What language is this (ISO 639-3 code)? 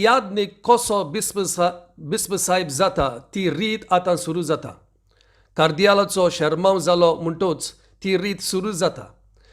kok